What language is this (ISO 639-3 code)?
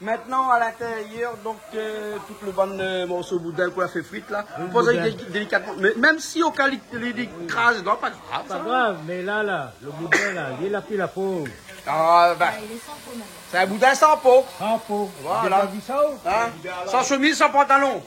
rcf